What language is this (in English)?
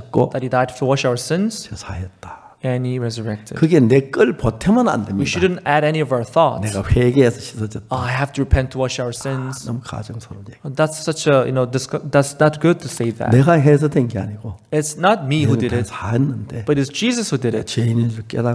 Korean